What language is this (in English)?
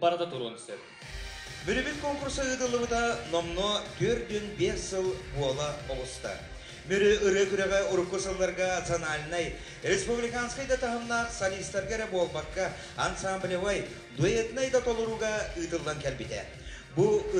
Yakut